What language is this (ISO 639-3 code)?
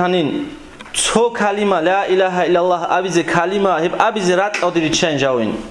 ava